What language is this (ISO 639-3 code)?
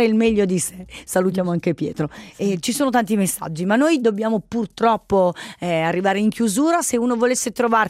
ita